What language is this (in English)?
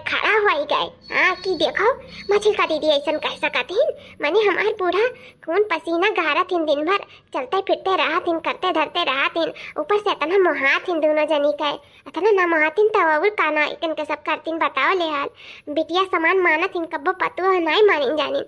Awadhi